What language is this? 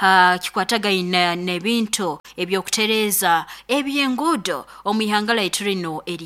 Nyankole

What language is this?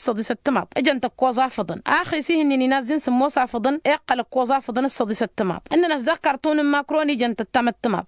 Tamasheq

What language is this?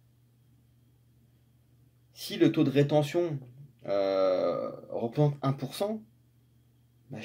French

